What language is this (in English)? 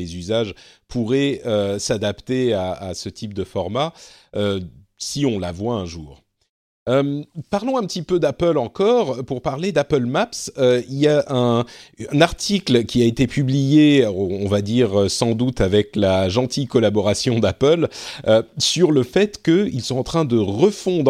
French